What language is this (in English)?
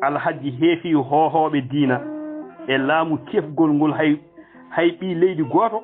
Fula